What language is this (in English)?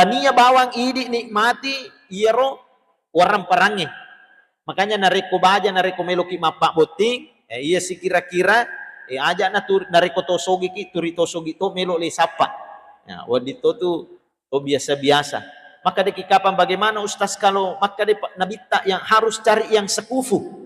Buginese